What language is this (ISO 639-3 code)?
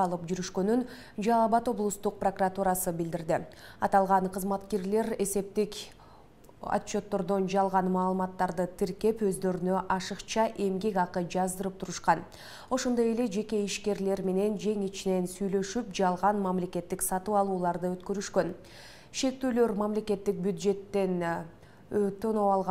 kir